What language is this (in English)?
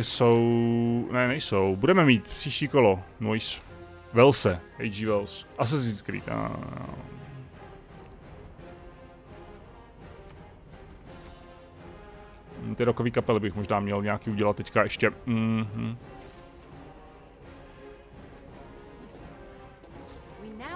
Czech